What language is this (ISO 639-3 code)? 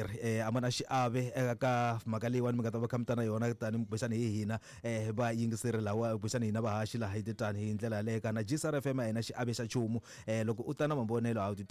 tso